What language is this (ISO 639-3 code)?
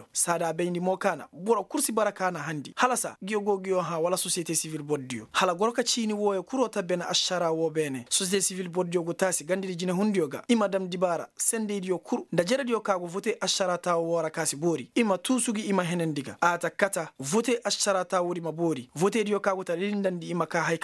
ses